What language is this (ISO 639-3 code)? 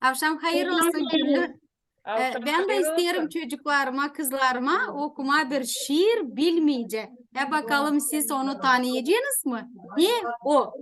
gag